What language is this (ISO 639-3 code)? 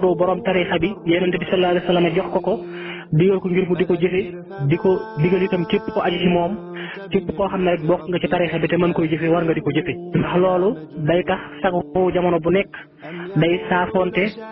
wol